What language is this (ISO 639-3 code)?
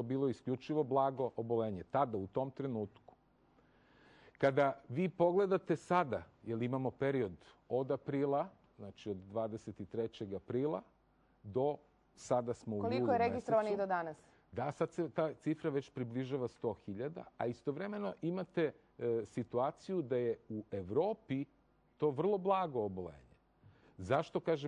srp